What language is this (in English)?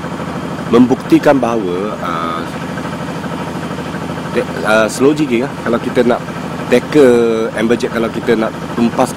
Malay